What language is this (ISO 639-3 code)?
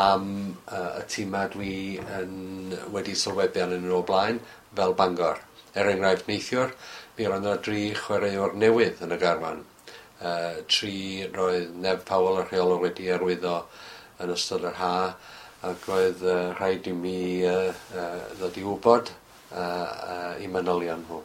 cym